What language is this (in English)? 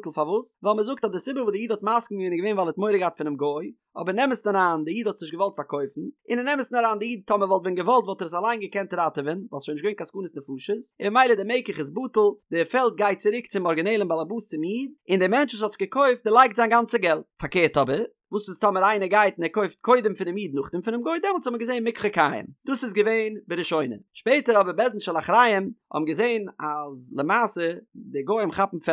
Yiddish